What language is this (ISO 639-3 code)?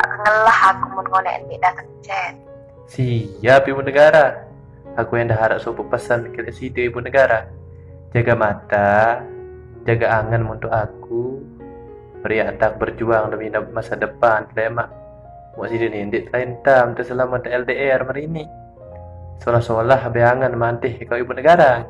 sas